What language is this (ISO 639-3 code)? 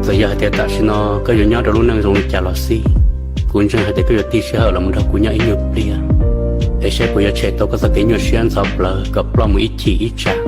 hmn